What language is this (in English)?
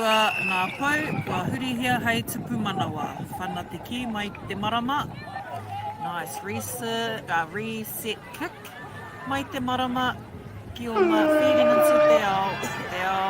Māori